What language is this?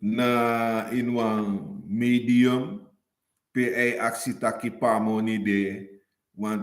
Sranan Tongo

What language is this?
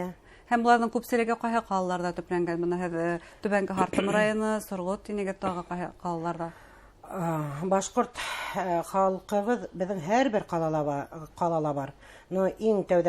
Bashkir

